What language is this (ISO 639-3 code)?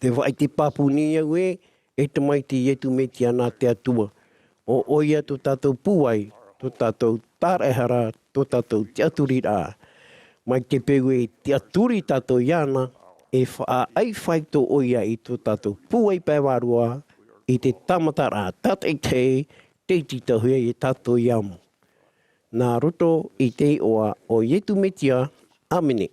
tah